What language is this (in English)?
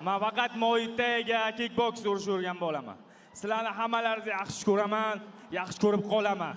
Uzbek